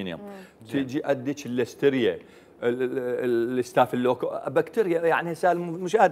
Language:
Mesopotamian Arabic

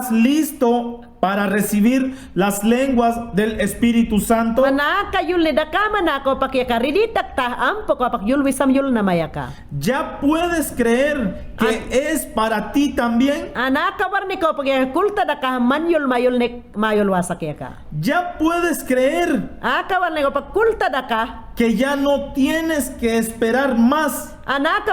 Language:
Mayangna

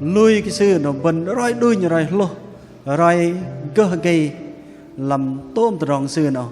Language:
Bahnar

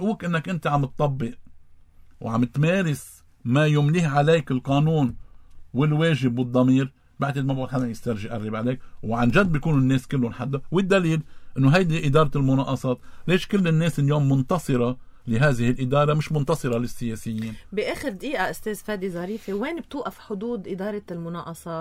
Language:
North Levantine Arabic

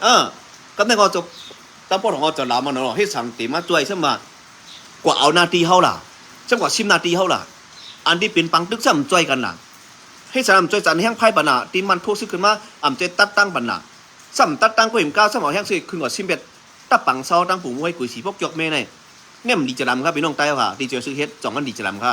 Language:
Shan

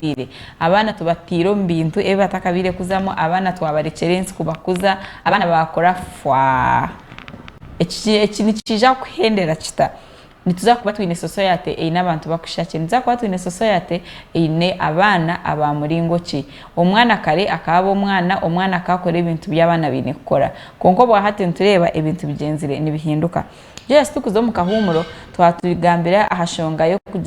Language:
Nyankole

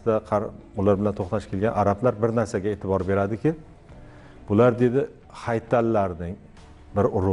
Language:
Uzbek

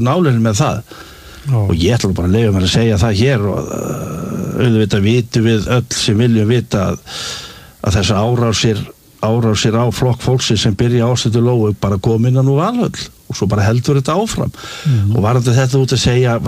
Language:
Icelandic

